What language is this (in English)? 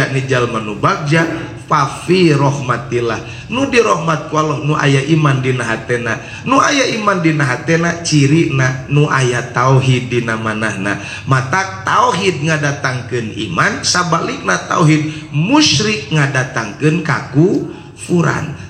Sundanese